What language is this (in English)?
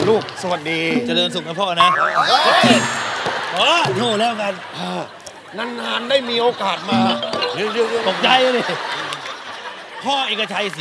Thai